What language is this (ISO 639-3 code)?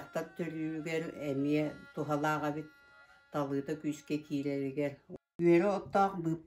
sah